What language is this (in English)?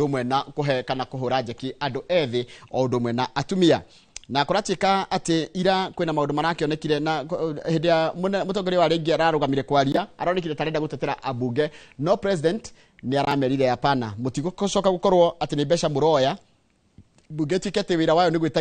Kikuyu